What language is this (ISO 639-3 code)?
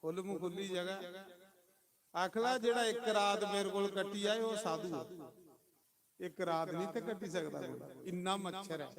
doi